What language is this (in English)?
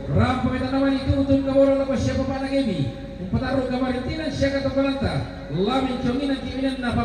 Toraja-Sa'dan